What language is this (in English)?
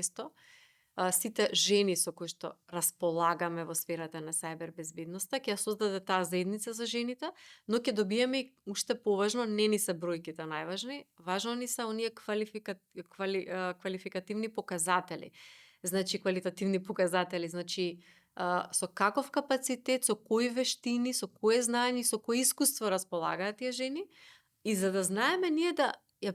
Macedonian